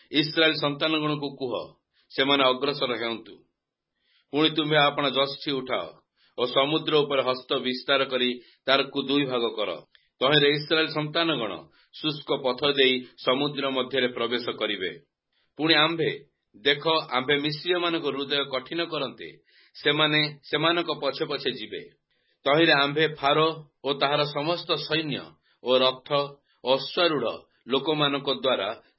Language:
Odia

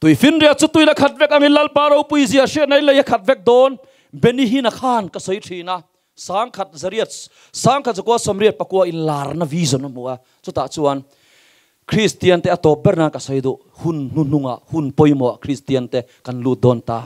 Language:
Mizo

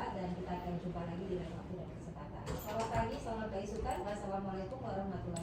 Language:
Banjar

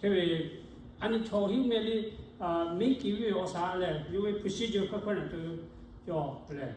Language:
Lahu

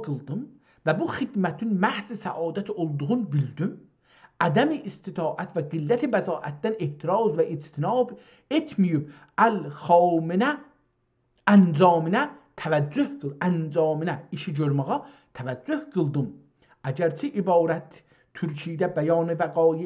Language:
South Azerbaijani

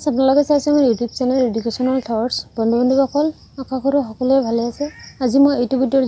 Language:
Assamese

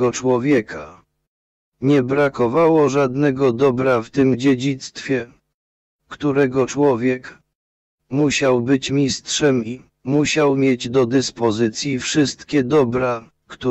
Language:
Polish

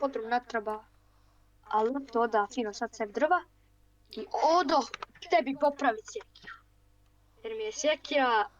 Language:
Bosnian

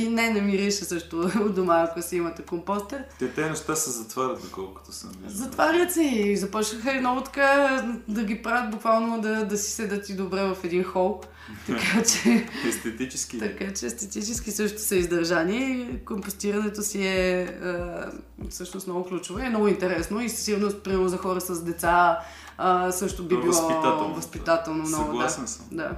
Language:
Bulgarian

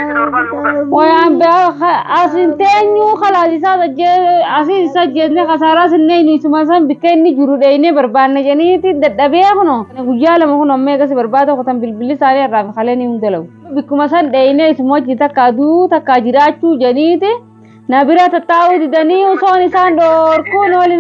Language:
Oromo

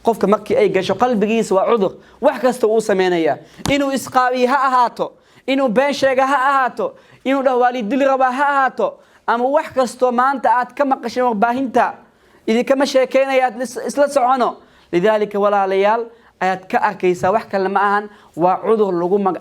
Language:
Somali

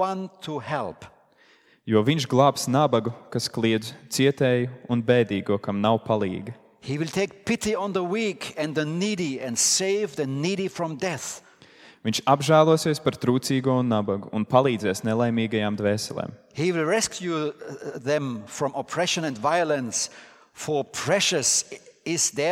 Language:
Latvian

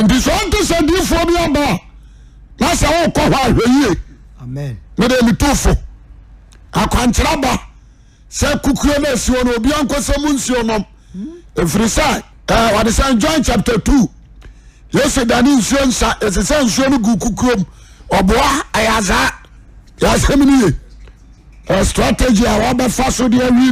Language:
Akan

